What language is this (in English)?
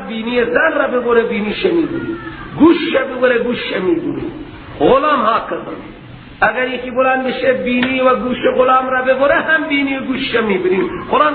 Persian